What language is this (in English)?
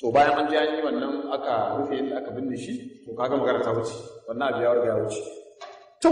Hausa